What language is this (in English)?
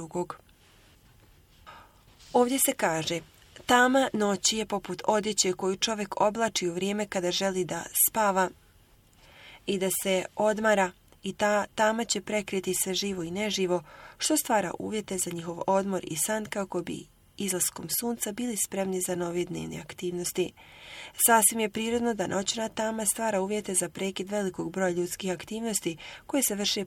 Bosnian